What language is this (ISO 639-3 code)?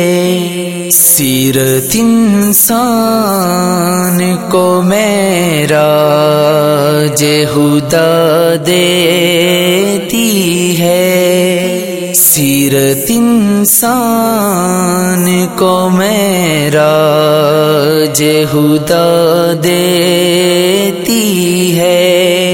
urd